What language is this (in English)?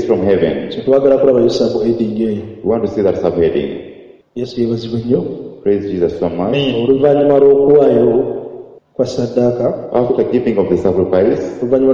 Ganda